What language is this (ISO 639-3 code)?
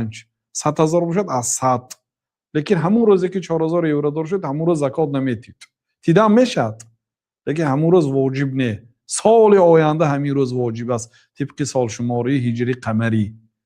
tgk